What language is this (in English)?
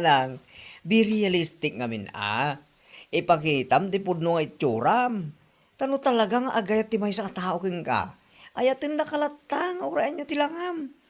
Iloko